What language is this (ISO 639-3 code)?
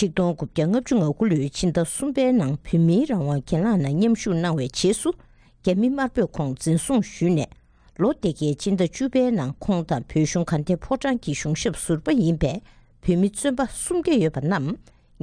bod